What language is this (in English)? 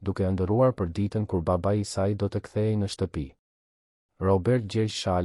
Albanian